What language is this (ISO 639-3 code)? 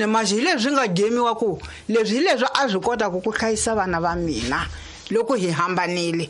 tso